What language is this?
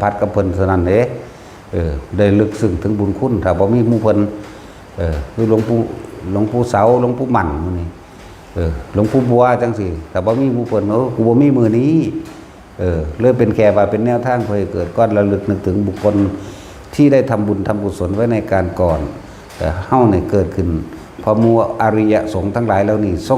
Northeastern Thai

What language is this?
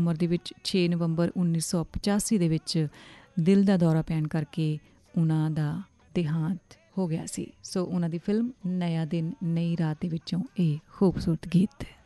Punjabi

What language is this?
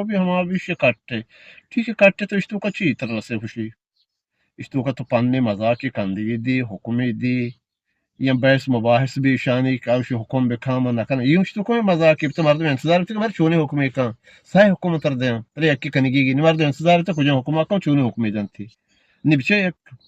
Eastern Balochi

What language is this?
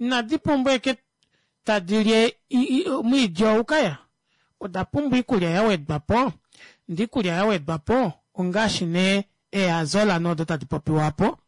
Kuanyama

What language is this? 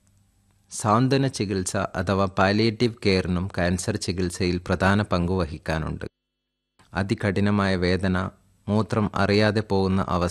Malayalam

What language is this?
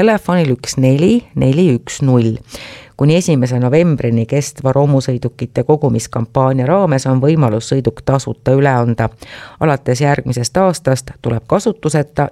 Estonian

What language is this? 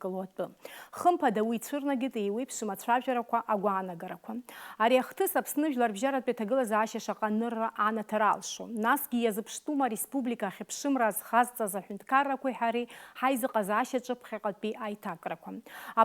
Abkhazian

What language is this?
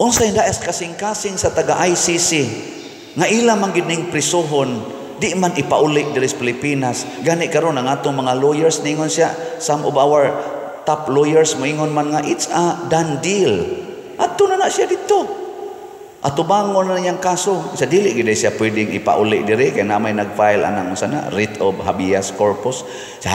Cebuano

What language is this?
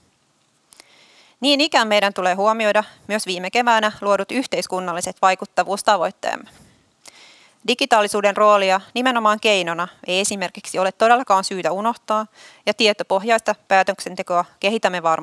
Finnish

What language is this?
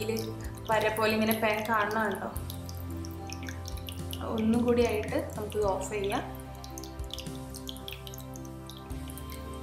Malayalam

